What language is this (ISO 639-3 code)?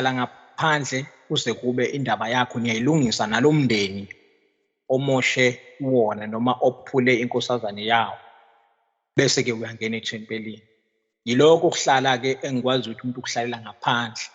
zul